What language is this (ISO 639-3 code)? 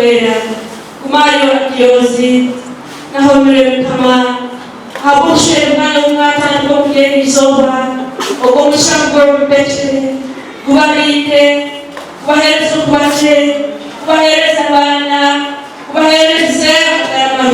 nyn